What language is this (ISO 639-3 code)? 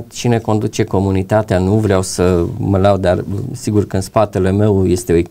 ron